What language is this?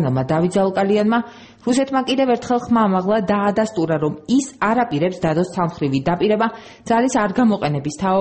Georgian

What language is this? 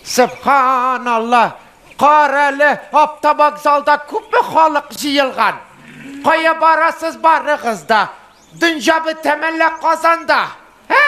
Tatar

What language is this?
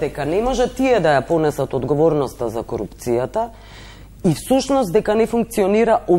Macedonian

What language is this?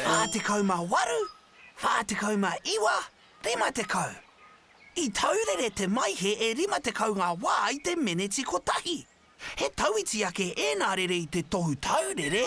Māori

